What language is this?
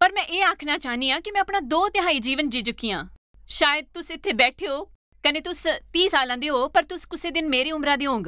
Dogri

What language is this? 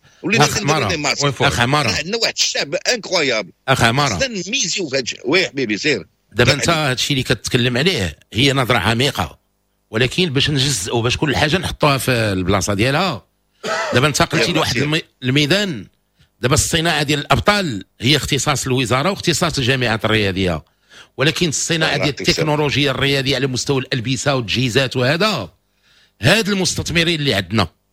Moroccan Arabic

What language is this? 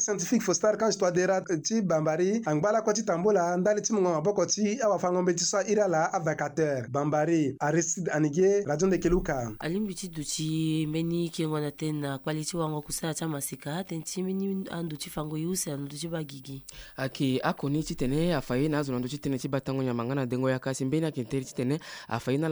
Sango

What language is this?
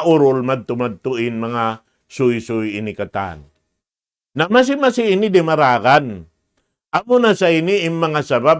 Tausug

